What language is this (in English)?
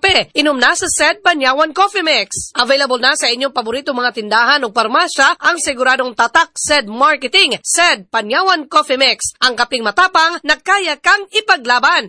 Cebuano